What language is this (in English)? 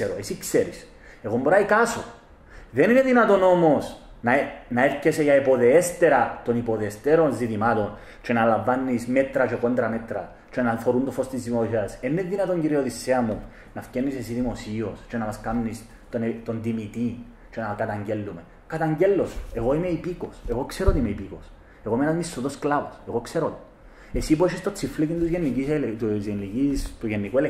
Greek